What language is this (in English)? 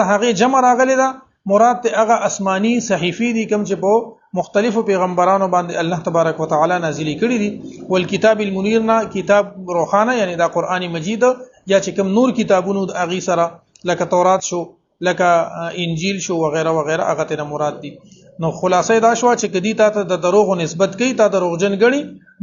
Pashto